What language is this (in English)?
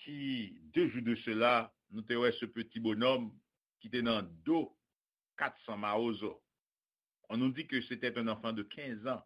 Haitian Creole